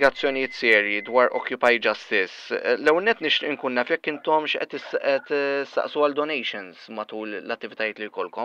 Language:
Maltese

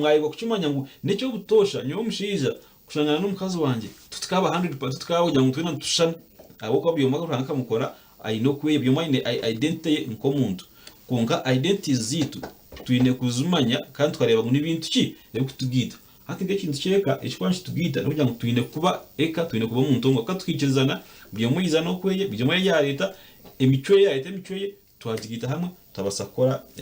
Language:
Nyankole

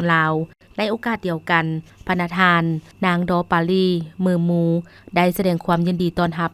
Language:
Lao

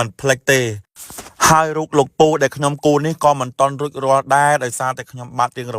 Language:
Khmer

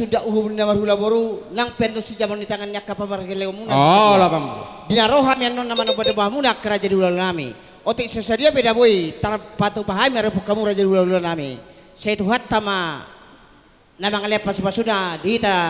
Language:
Batak Toba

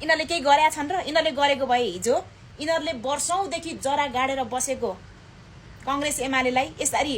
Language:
Nepali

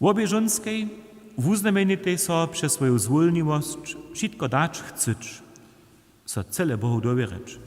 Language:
Upper Sorbian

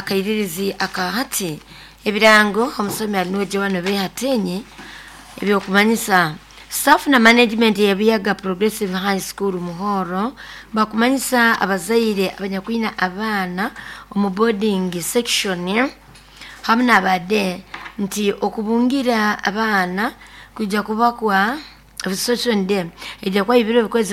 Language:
Nyoro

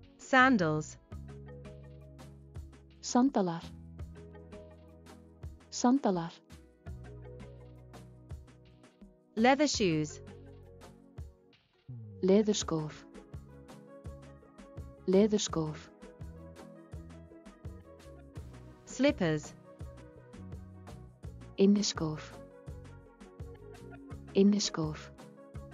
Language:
Icelandic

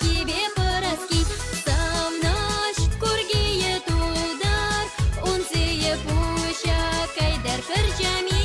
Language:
Chuvash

